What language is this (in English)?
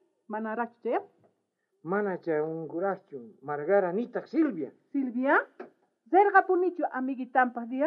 South Bolivian Quechua